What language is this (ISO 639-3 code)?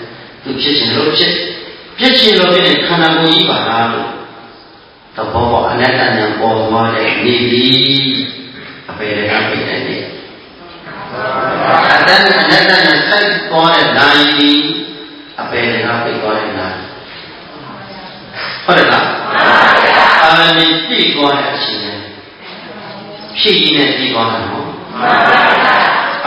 mya